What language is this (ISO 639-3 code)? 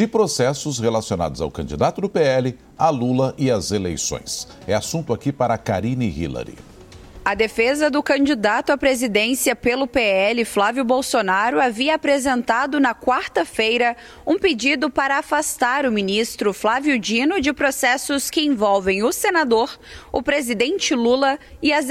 por